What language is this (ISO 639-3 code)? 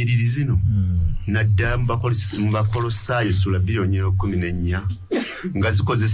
lug